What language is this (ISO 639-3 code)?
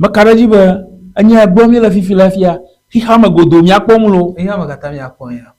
ewe